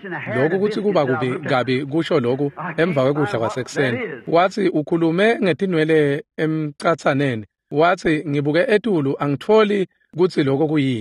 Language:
Swati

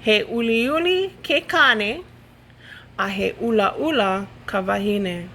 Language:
Hawaiian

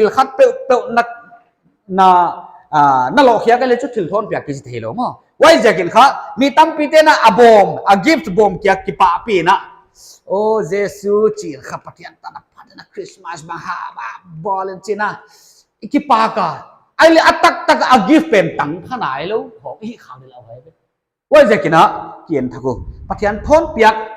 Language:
Paite Chin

